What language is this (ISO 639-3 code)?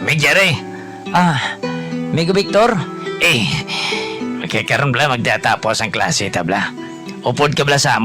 hil